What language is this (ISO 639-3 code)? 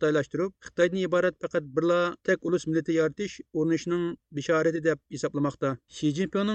uig